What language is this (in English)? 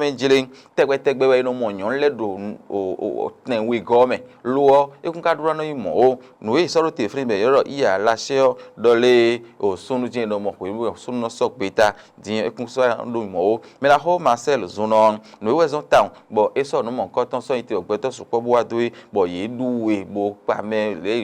Fon